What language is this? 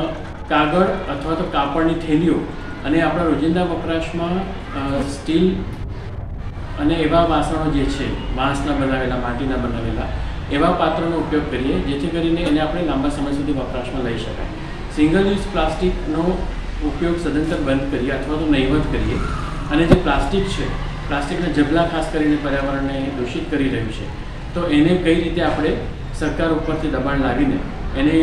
Gujarati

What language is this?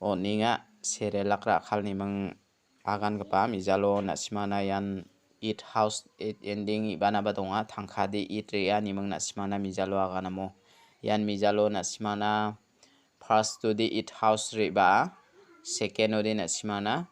Garo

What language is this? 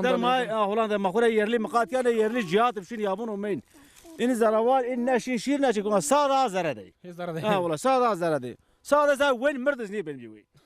Zaza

